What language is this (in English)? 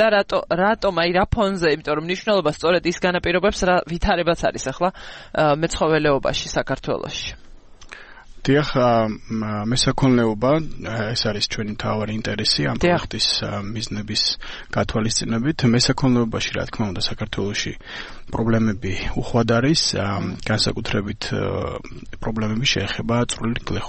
Georgian